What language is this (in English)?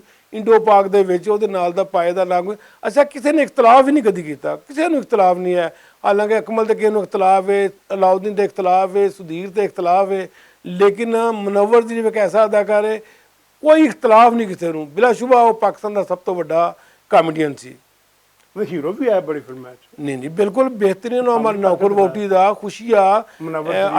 Western Panjabi